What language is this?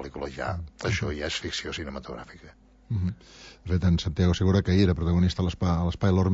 Catalan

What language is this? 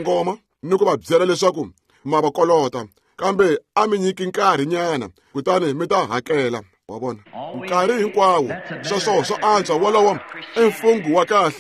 Tsonga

